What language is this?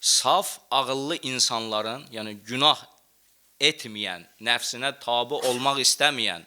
Azerbaijani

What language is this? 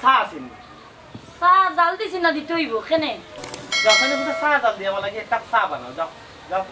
Sylheti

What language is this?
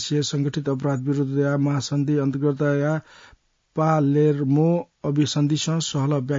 Newari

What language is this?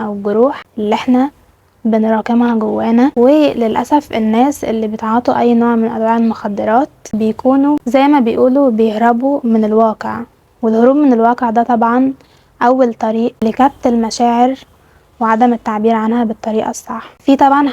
Egyptian Arabic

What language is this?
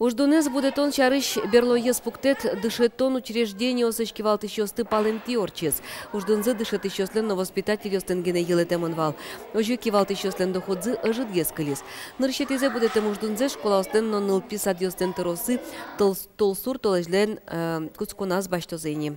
Udmurt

